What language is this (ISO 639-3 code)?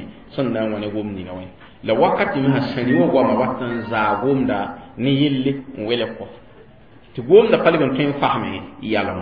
mos